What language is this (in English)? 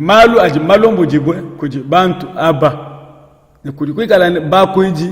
Luba-Lulua